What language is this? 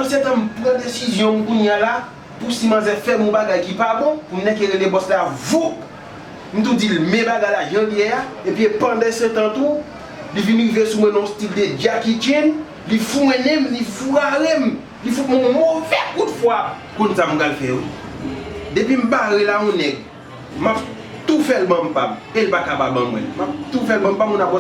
Haitian Creole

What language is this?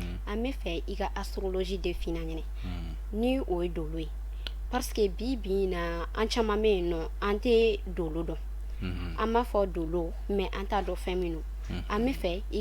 Bambara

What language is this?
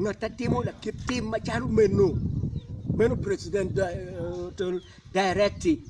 Acoli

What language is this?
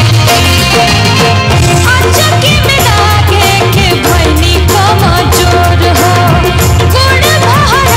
Bhojpuri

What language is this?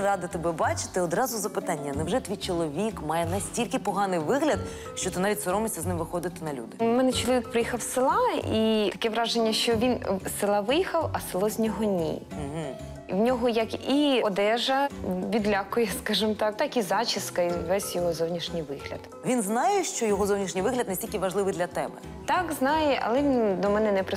Ukrainian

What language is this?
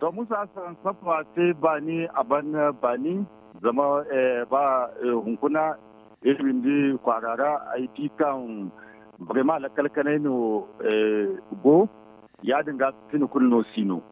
Zarma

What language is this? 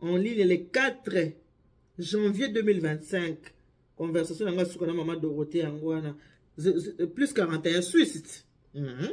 Lingala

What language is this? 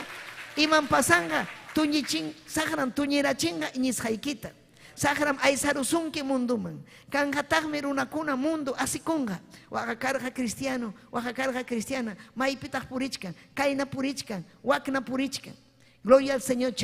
Ayacucho Quechua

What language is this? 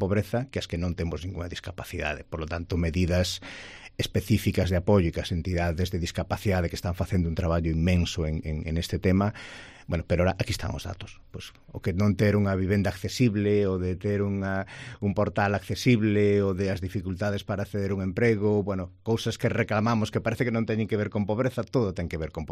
Galician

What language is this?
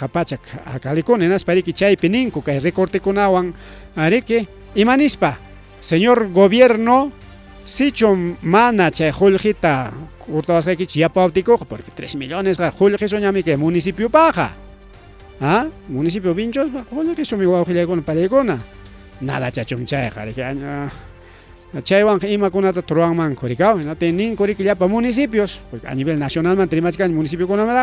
Ayacucho Quechua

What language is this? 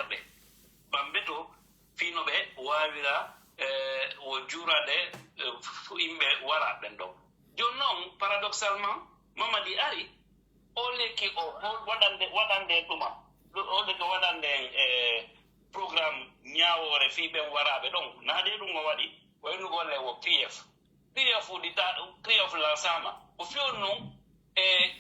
Pular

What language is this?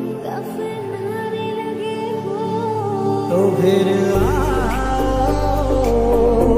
Hindi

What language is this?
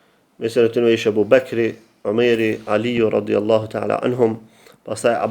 Albanian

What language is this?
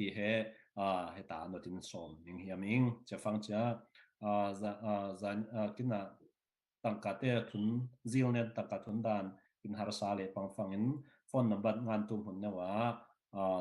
Falam Chin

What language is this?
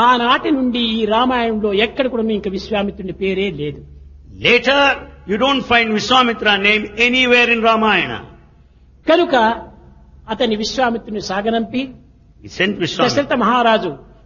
Telugu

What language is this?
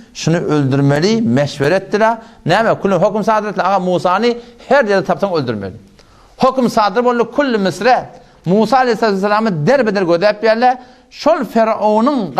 Turkmen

